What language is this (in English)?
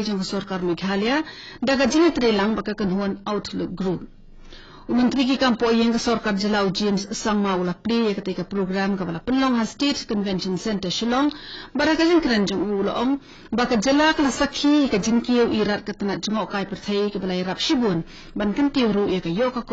Khasi